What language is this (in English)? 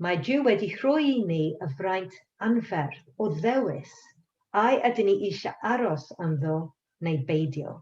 Welsh